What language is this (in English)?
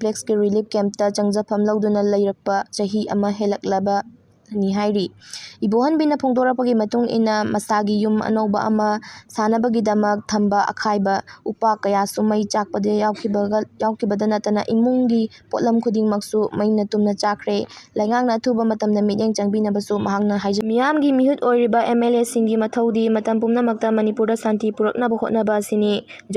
Manipuri